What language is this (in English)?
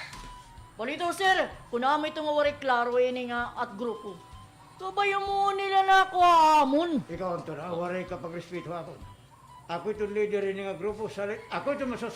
Waray